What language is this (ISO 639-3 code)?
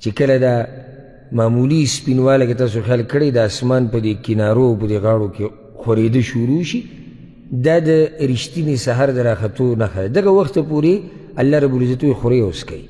pus